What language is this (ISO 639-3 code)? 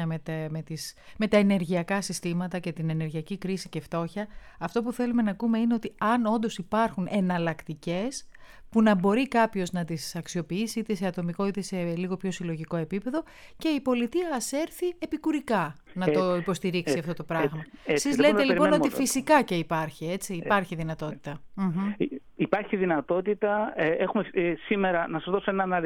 ell